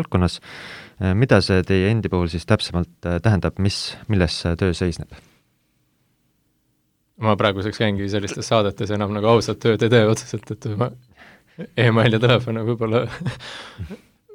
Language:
Estonian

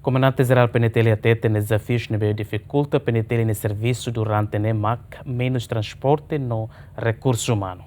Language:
Tetum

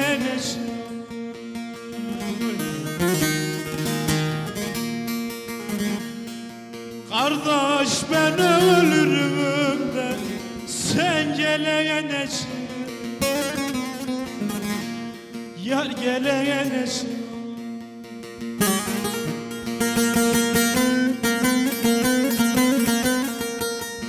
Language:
Turkish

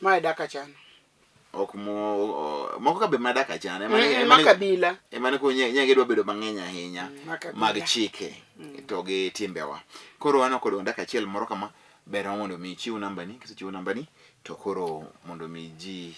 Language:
Luo (Kenya and Tanzania)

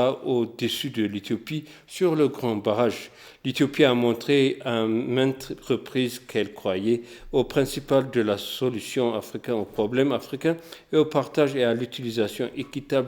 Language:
French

